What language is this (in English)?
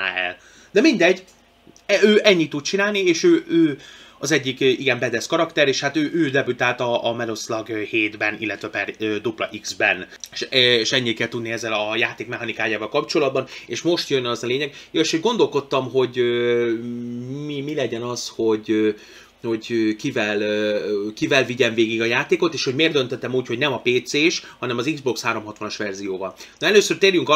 Hungarian